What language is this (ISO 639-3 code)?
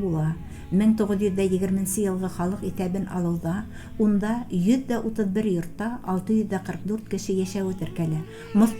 bak